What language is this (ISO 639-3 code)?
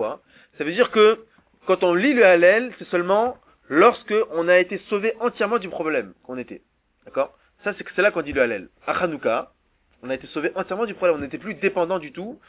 fra